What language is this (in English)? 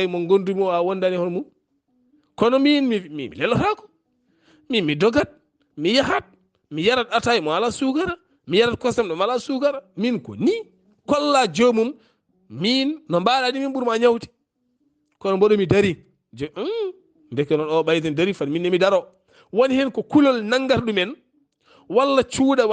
Fula